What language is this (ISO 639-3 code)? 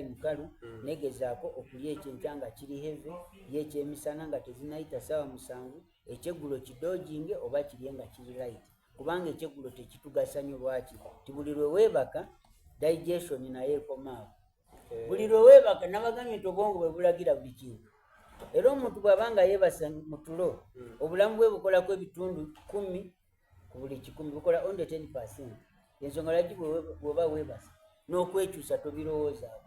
xog